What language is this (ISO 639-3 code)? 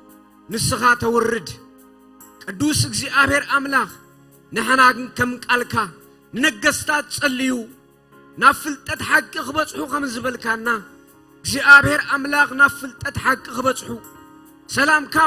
tir